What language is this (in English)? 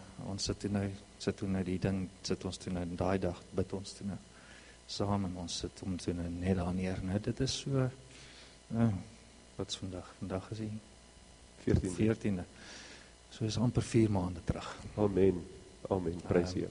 Afrikaans